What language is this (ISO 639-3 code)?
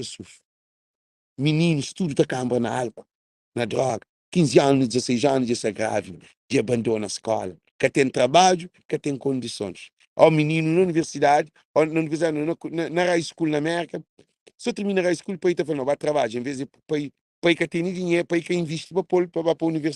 kea